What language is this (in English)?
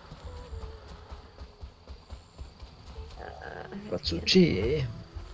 Finnish